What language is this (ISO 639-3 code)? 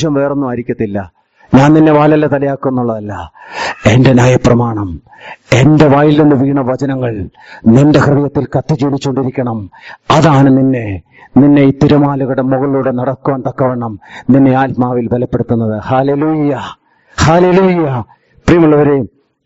mal